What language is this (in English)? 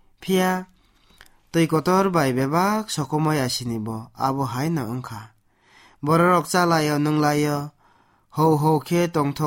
Kok Borok